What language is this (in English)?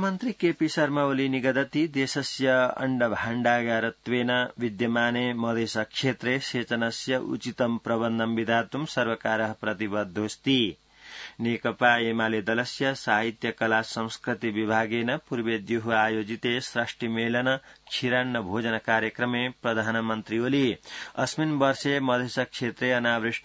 Sanskrit